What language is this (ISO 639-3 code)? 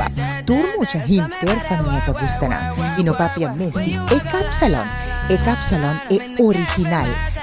pap